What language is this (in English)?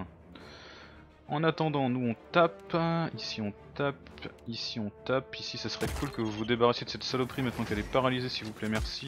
French